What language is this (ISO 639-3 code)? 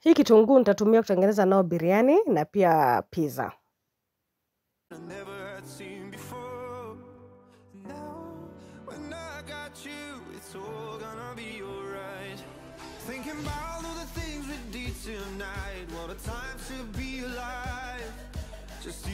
swa